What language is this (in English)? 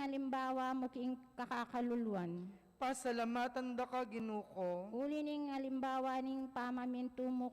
Pampanga